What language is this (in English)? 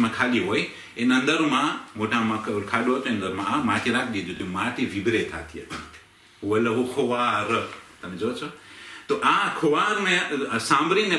Gujarati